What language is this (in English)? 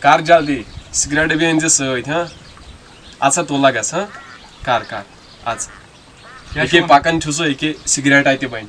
Kashmiri